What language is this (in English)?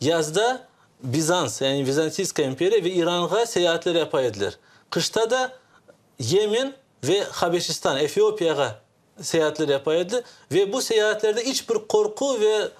Crimean Tatar